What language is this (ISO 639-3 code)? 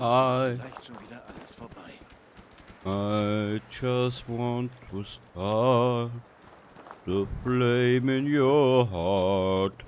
bar